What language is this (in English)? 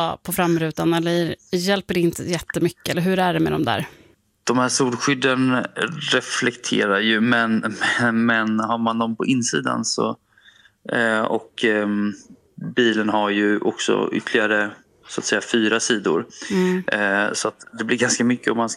Swedish